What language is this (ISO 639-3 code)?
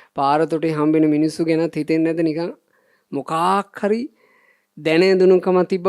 sin